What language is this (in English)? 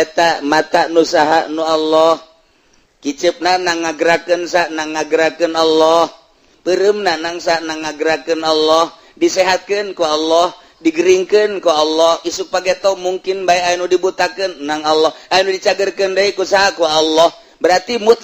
Sundanese